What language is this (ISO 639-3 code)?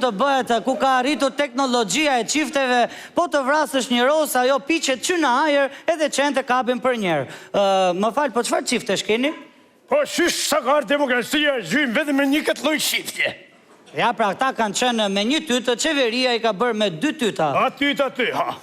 sqi